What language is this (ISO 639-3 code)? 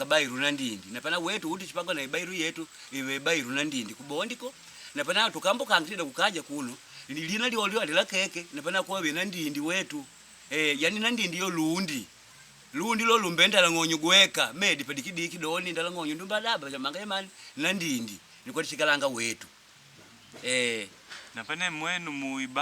kde